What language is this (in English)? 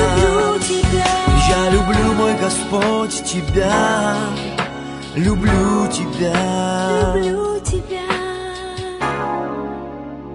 Russian